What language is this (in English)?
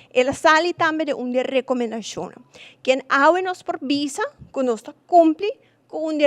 Papiamento